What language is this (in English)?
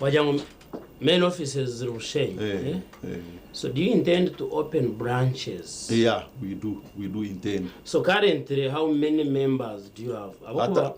Nyankole